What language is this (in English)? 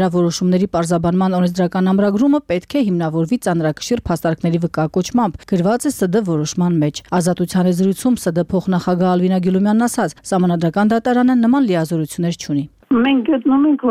Armenian